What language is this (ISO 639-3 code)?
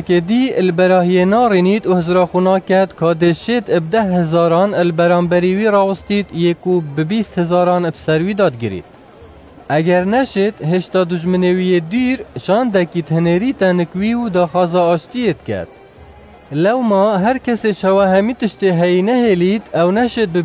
kur